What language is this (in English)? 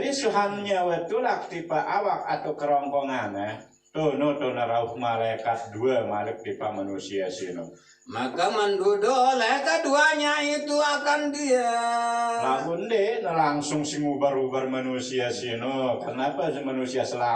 Sasak